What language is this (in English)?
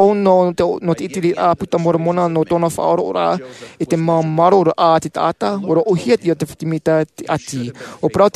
Tahitian